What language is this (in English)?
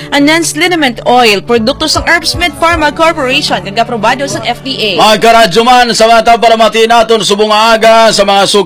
Hiligaynon